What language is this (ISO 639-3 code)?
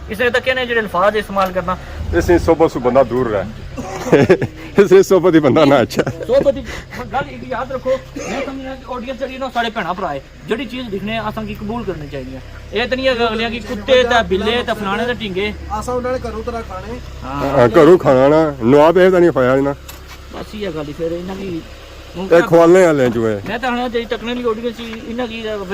phr